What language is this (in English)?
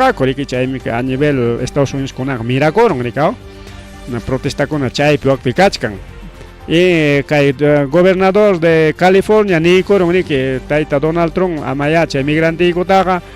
Ayacucho Quechua